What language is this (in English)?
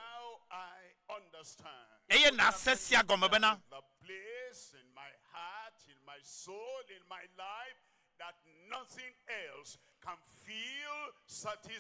Ewe